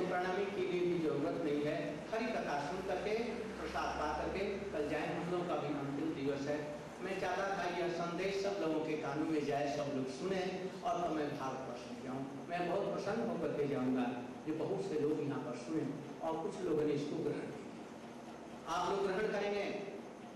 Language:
Hindi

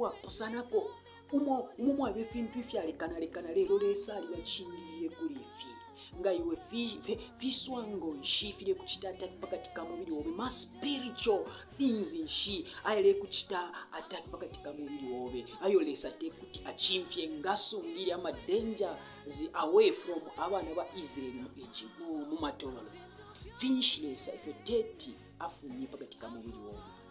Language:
Bemba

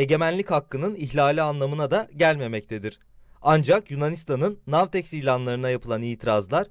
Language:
Turkish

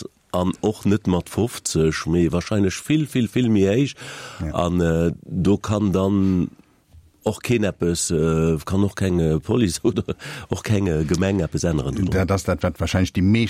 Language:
Luxembourgish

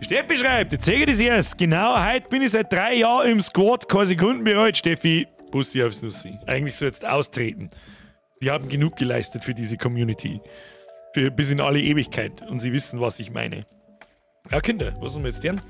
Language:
Bavarian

